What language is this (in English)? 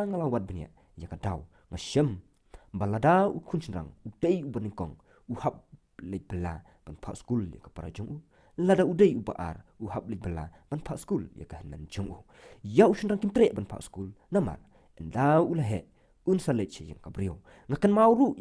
Khasi